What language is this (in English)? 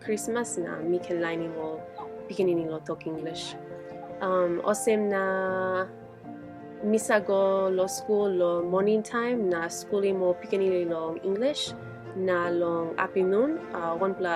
Tok Pisin